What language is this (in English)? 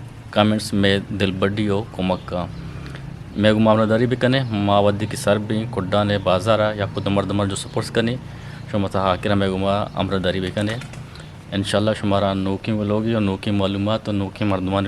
Eastern Balochi